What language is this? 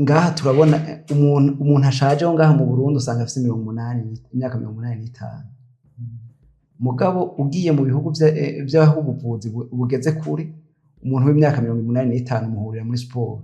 Rundi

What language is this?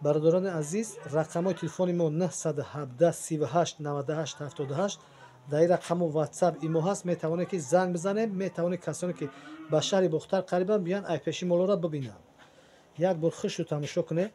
Tajik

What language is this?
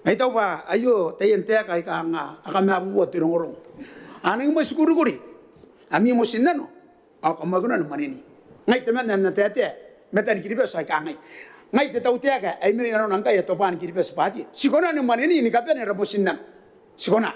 Gilbertese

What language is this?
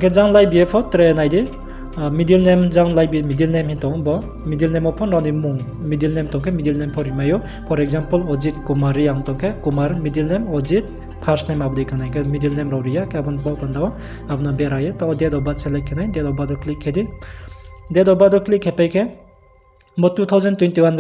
Riang (India)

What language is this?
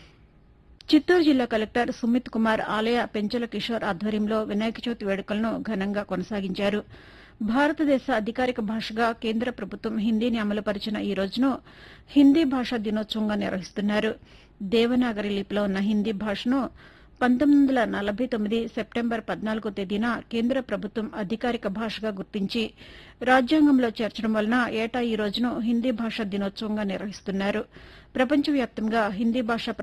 Telugu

